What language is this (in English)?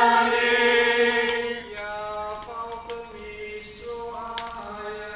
Nias